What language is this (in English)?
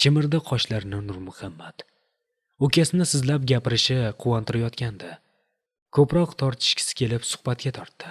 Uzbek